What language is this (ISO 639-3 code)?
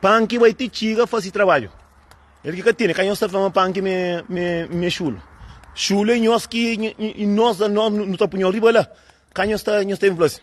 kea